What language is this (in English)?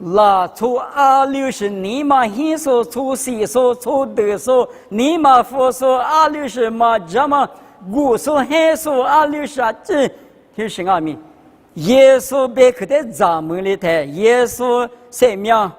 Lisu